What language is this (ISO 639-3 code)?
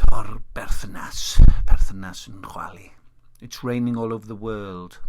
cym